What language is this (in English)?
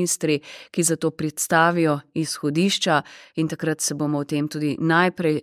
Slovenian